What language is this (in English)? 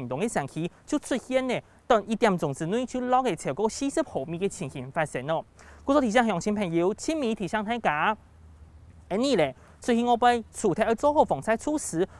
Hakka Chinese